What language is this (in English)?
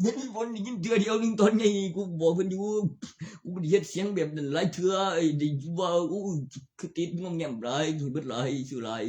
Northeastern Thai